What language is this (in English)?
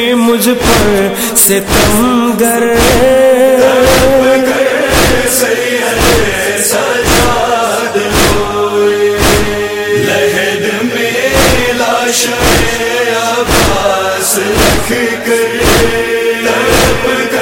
Urdu